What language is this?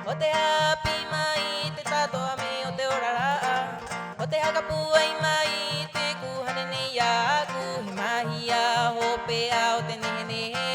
Rapanui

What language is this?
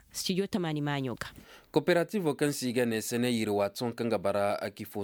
Koyraboro Senni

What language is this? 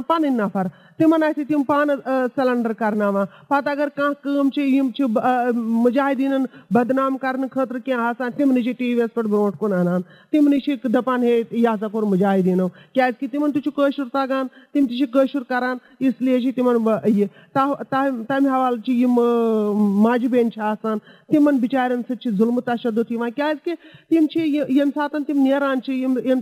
Kashmiri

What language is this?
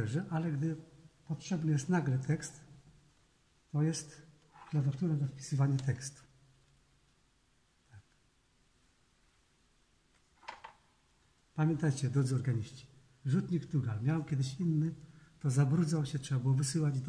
Polish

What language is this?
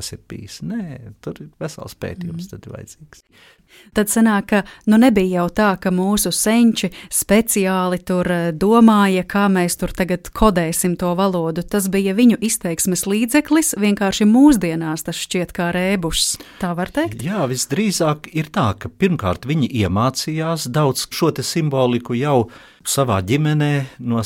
Latvian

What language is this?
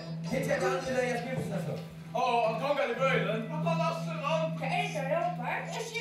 Faroese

